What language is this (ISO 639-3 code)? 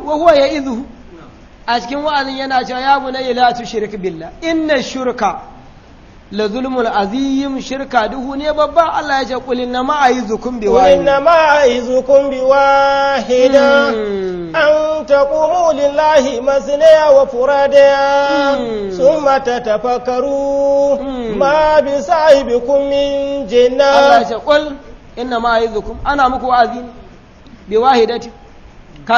hau